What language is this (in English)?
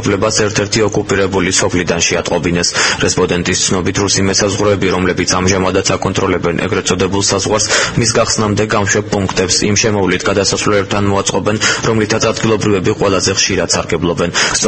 Georgian